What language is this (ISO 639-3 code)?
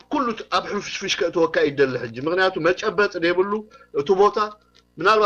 tir